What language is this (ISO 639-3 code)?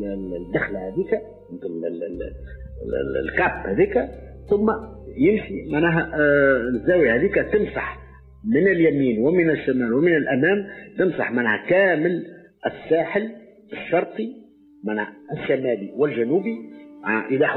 aeb